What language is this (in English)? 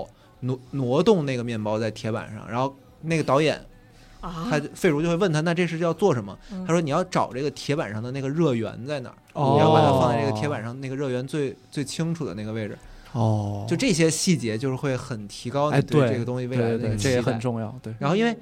Chinese